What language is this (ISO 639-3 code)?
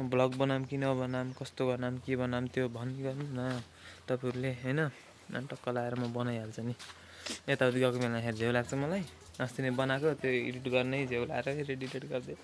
nep